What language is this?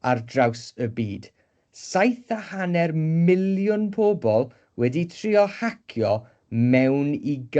Welsh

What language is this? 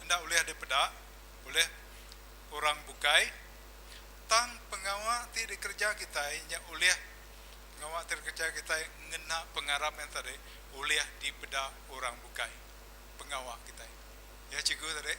Iban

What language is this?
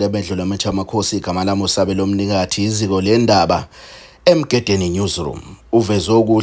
Zulu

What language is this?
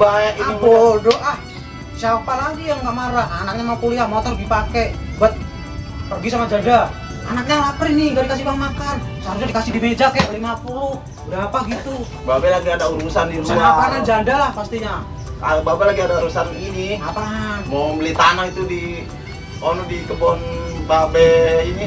Betawi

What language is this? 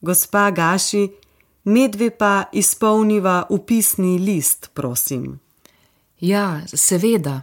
Slovenian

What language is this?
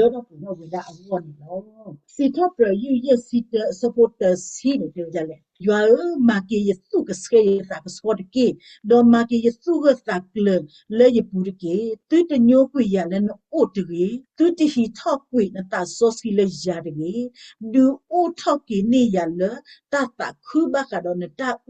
S'gaw Karen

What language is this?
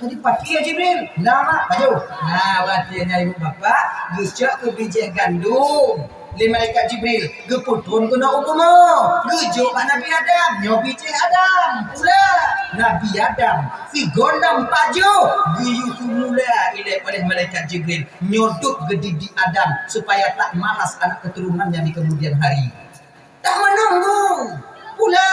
Achinese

